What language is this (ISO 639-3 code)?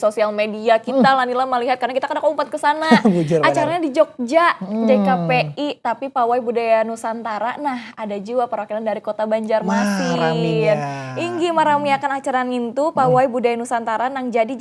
bjn